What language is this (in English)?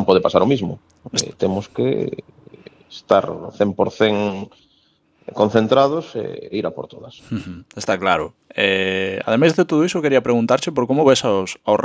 Galician